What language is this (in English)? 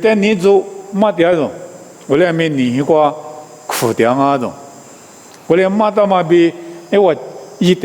Lisu